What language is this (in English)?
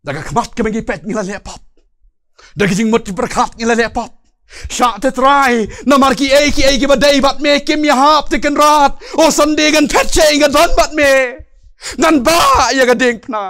Khasi